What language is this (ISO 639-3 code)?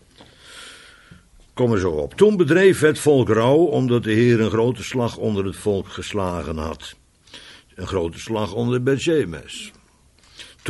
nld